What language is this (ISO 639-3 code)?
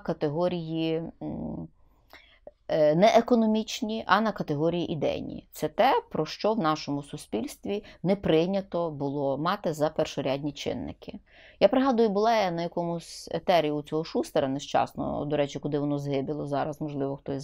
ukr